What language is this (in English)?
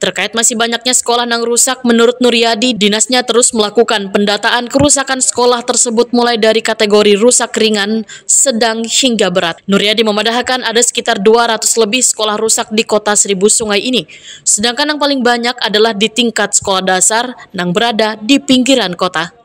Banjar